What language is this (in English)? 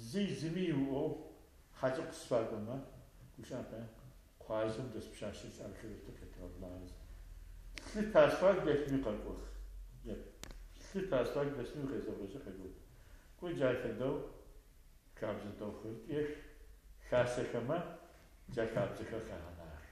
Adyghe